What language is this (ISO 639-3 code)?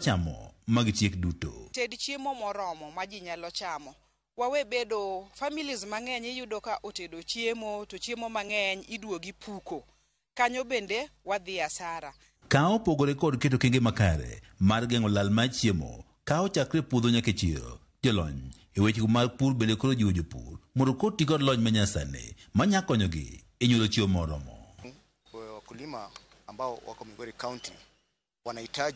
luo